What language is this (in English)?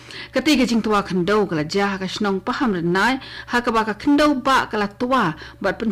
Khasi